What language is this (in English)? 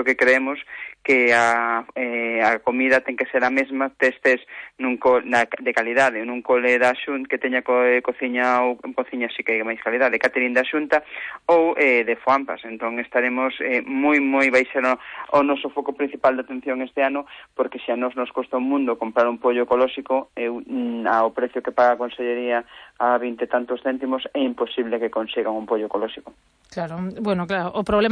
Galician